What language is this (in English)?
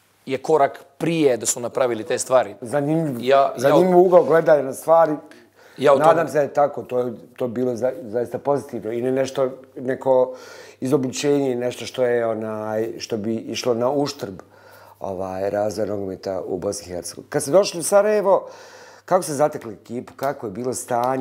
Bosnian